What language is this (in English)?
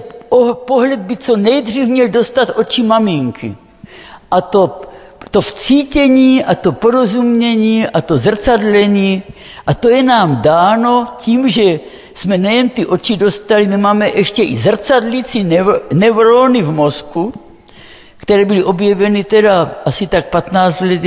Czech